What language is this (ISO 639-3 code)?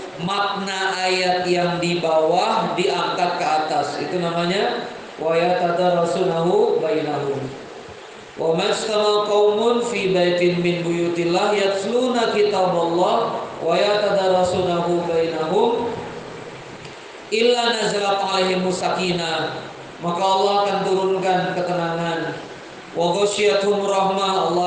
ind